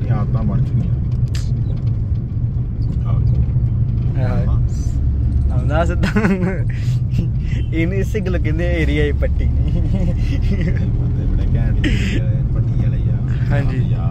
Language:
Punjabi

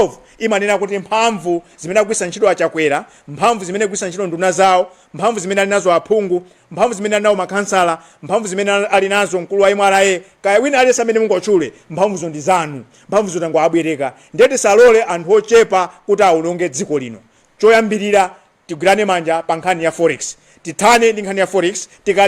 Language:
Nyanja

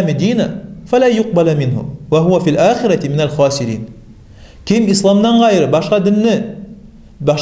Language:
Kumyk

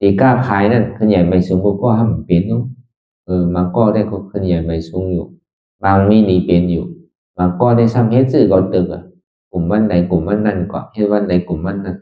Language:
Shan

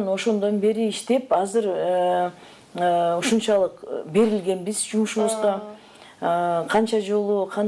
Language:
Kyrgyz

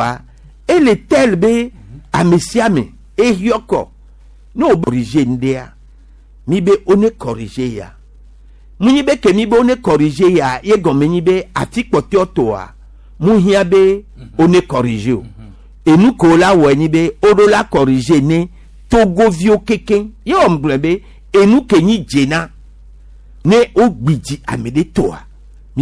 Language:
Gen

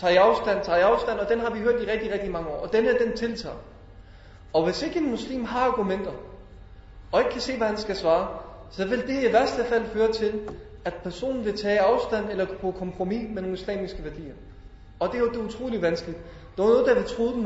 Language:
Danish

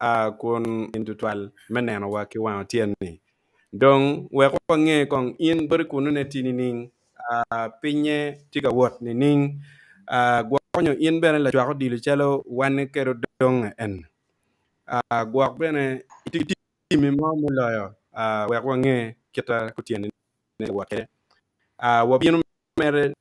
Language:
Acoli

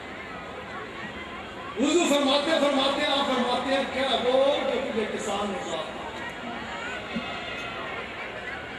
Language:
Urdu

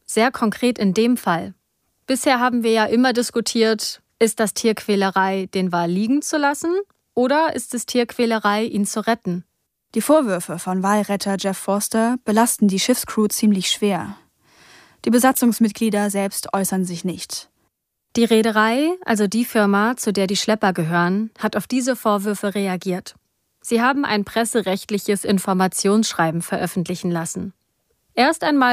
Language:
German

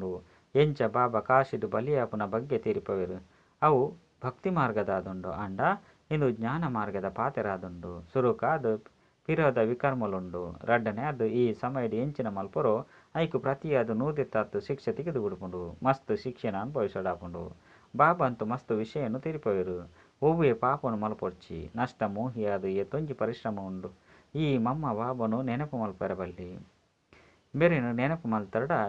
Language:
Tulu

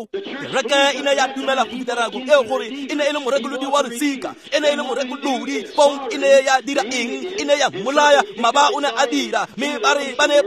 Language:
Tswana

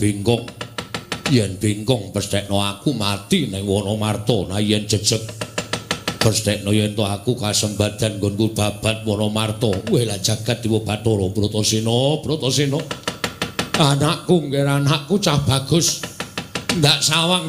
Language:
Javanese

